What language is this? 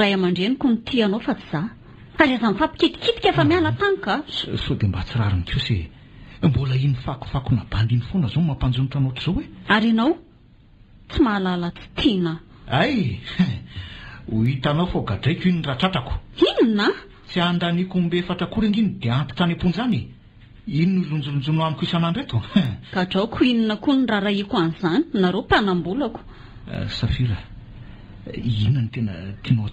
Malagasy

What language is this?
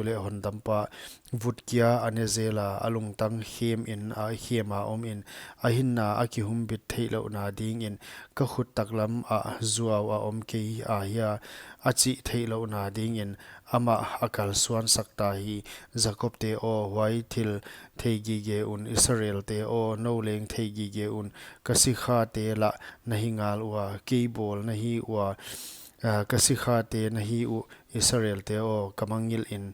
Paite Chin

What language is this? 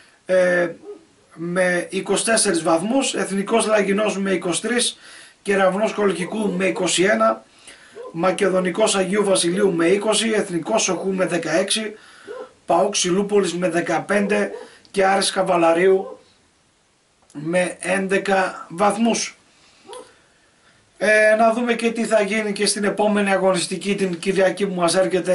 Greek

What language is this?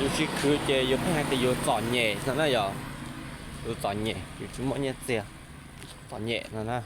Hmong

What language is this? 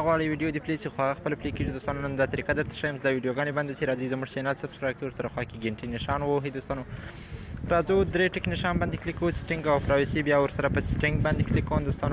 Pashto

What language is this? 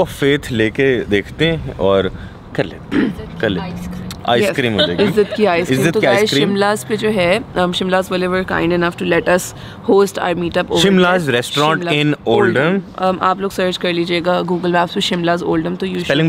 Hindi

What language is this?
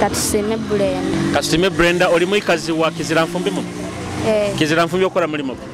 Nyoro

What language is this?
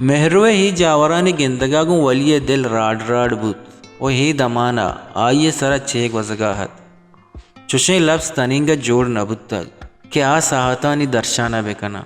Baluchi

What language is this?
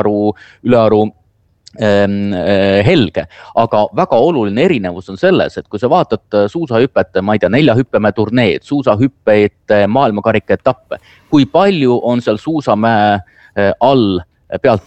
Estonian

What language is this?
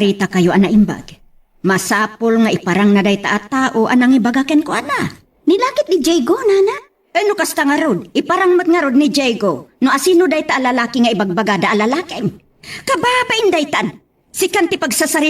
Iloko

